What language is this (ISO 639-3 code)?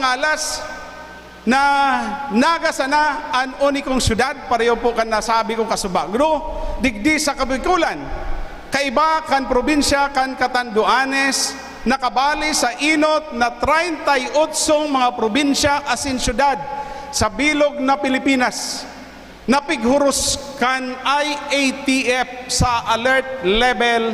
bik